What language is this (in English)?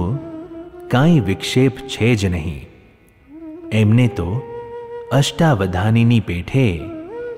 Gujarati